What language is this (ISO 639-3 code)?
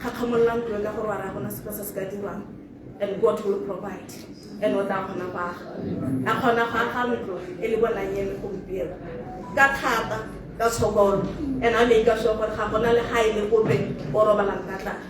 tsn